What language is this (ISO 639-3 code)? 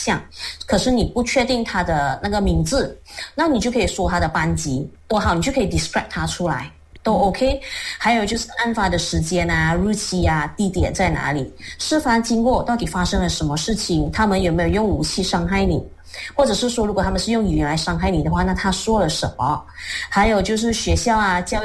zho